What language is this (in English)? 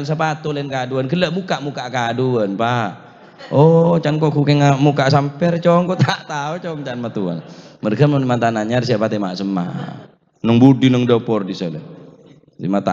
Madurese